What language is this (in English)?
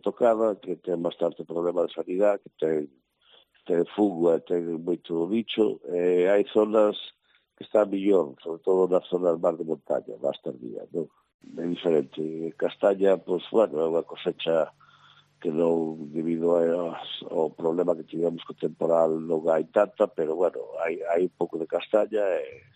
Galician